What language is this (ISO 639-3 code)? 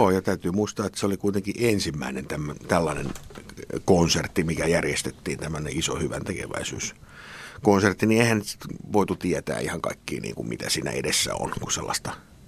fin